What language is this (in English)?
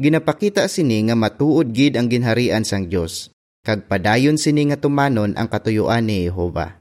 Hiligaynon